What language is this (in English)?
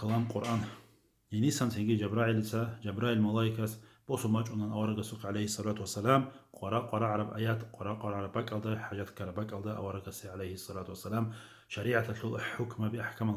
Avaric